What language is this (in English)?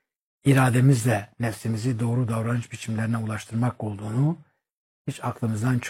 Turkish